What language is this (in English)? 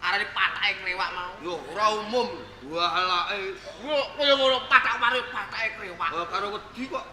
Javanese